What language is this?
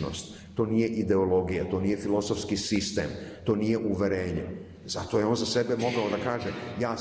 Serbian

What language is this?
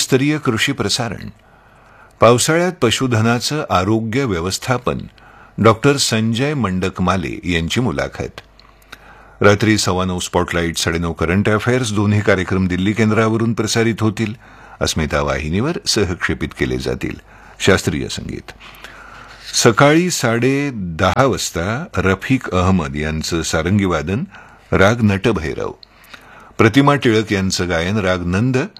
Marathi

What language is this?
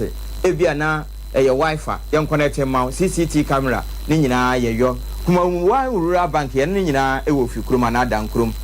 Akan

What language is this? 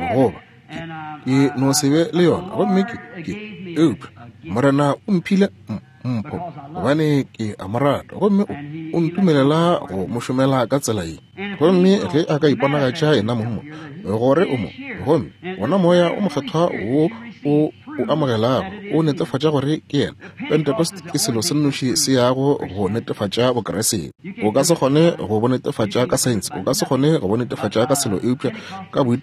Northern Sotho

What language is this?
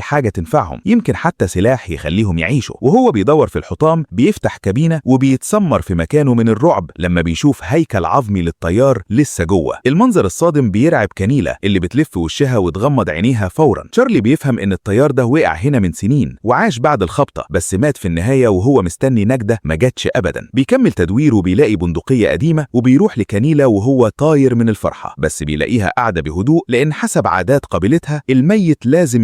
Egyptian Arabic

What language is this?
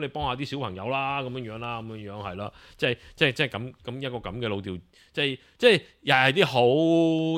Cantonese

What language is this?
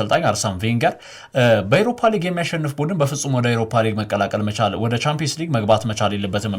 Amharic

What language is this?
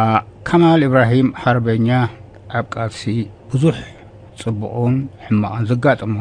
Tigrinya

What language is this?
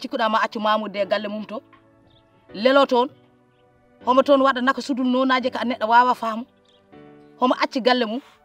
Fula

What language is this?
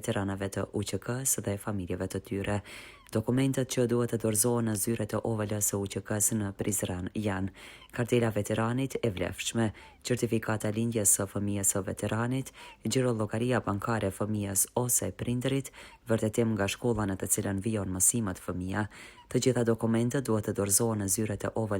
Albanian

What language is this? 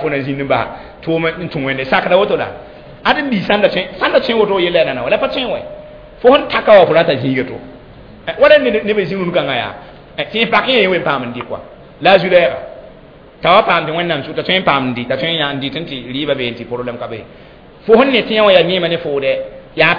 Mossi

